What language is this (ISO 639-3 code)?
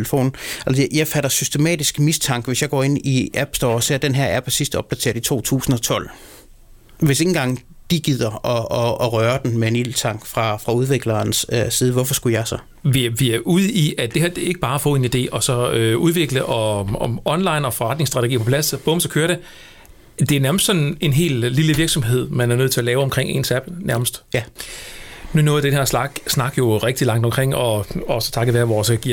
dan